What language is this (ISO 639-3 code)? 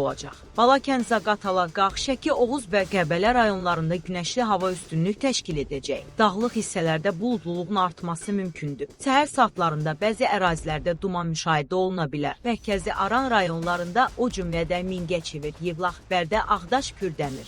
aze